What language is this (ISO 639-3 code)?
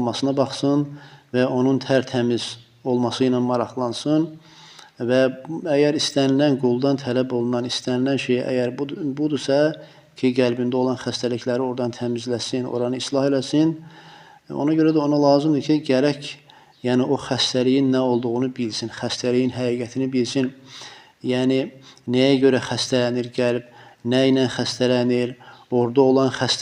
aze